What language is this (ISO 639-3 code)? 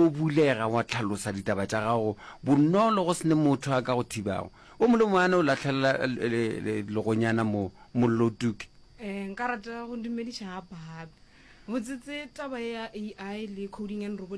nso